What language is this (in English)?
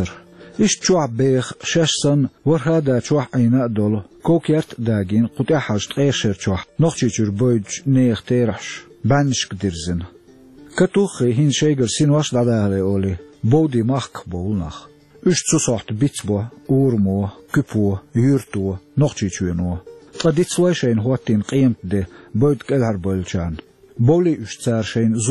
Chechen